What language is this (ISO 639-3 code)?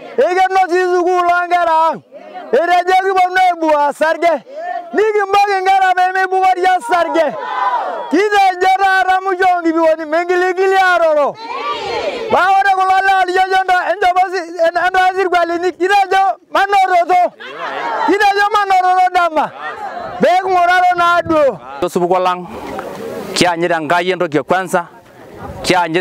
mas